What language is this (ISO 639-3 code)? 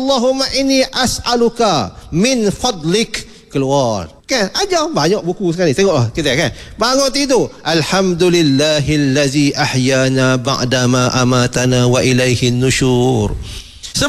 msa